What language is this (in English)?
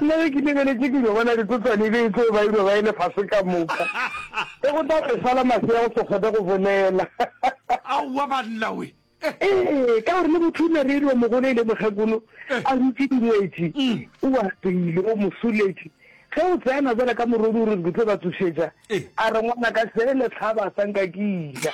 Northern Sotho